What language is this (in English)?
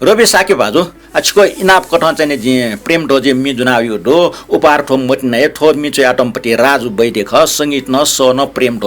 Newari